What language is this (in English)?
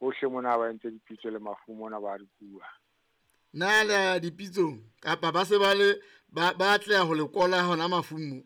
Southern Sotho